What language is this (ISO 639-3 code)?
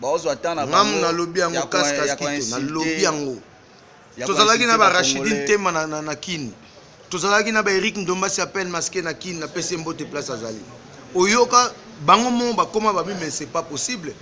lin